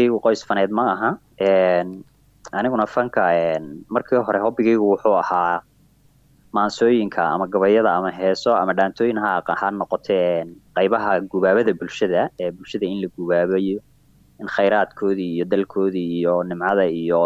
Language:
Somali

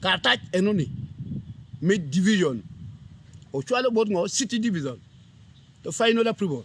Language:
Acoli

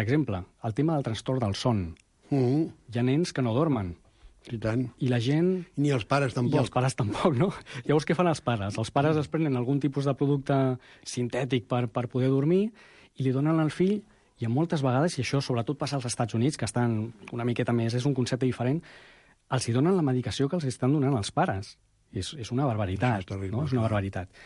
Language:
Catalan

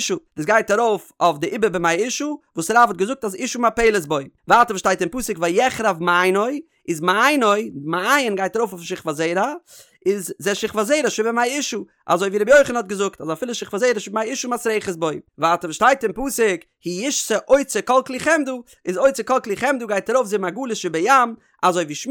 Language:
Yiddish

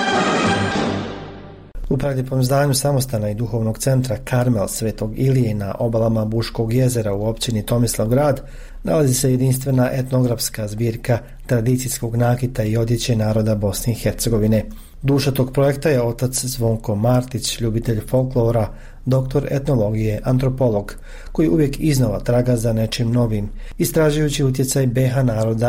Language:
Croatian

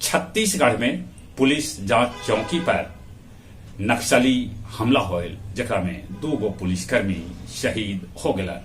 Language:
Magahi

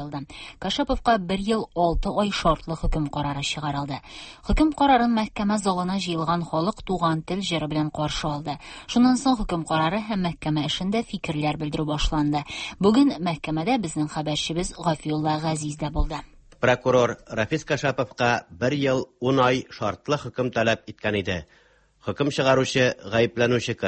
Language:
Tatar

